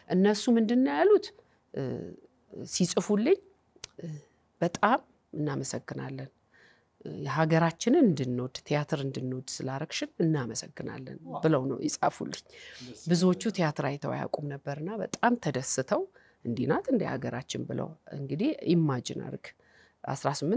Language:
Amharic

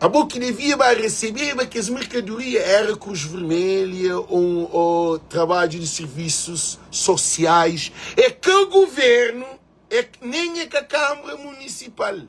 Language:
Kabuverdianu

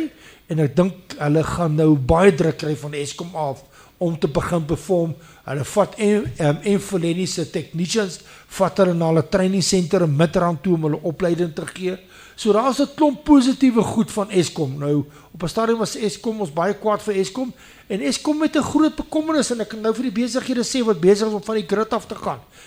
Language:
Afrikaans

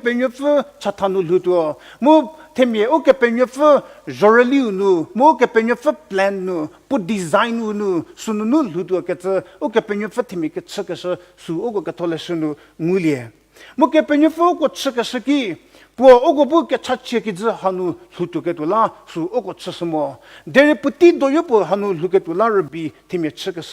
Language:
Angami Naga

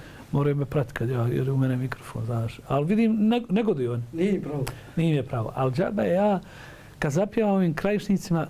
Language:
Bosnian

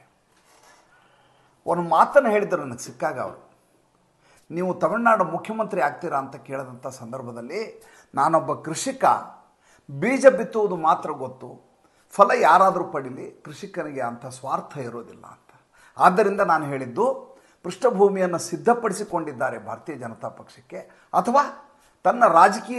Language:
Kannada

